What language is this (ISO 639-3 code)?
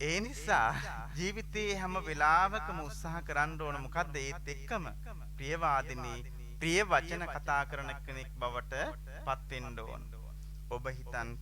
sin